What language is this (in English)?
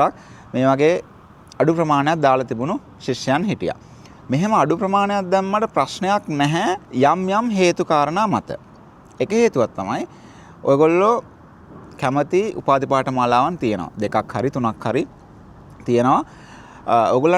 Sinhala